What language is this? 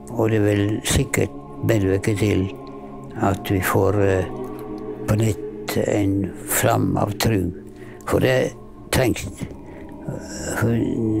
Norwegian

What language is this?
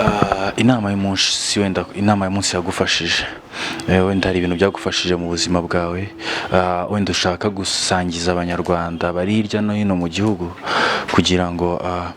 Kinyarwanda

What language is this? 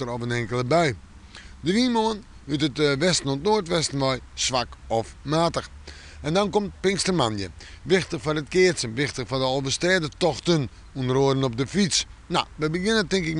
Western Frisian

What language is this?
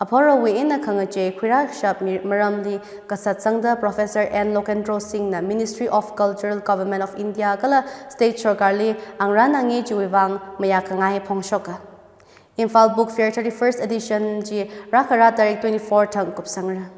Tangkhul Naga (India)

